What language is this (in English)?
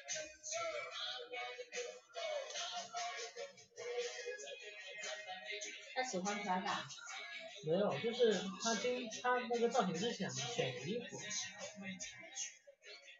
Chinese